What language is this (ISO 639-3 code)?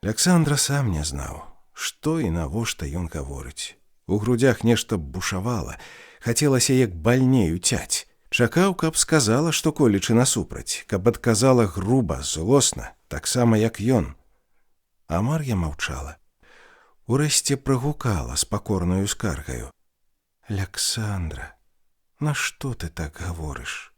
bel